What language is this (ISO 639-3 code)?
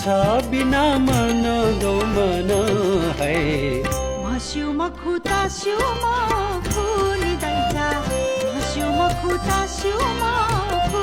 new